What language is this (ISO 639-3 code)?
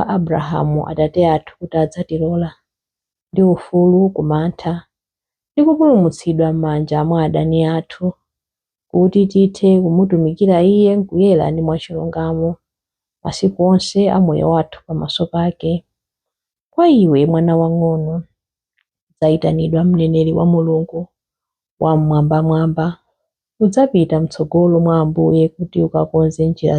nya